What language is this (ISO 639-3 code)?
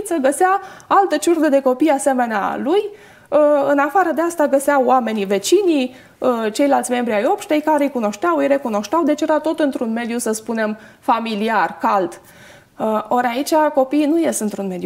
ron